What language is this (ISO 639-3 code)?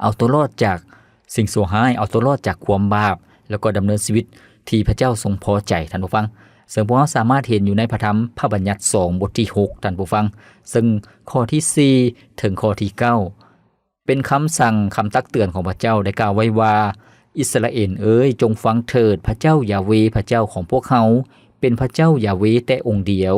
lao